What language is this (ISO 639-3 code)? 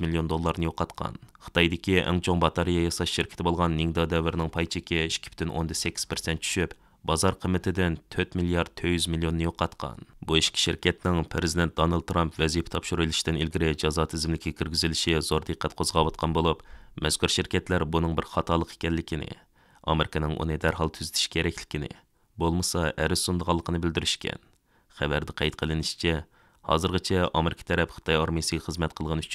uig